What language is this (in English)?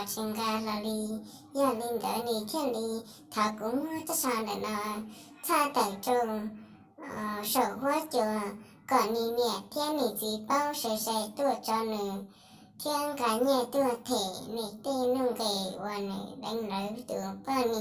Hmong